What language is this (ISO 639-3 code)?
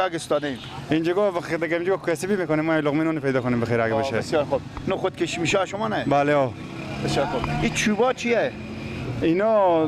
fas